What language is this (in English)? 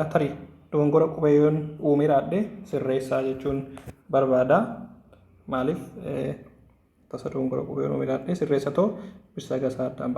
Oromo